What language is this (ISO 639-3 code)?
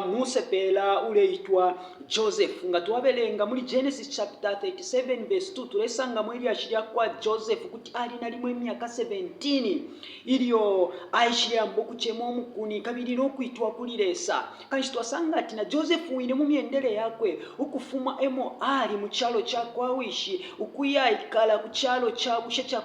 bem